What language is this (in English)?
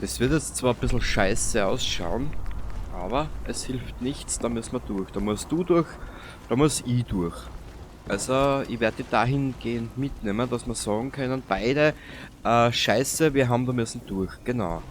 Bavarian